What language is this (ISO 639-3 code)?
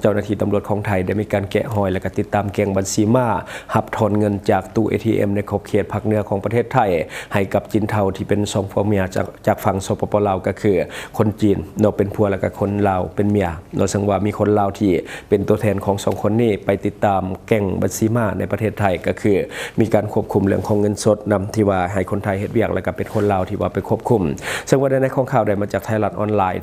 lao